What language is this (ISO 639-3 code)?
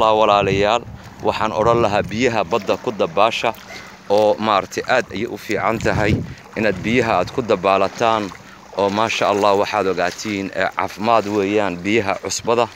som